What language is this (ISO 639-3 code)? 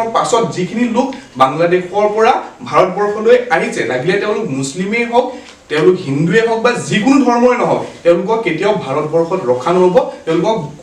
asm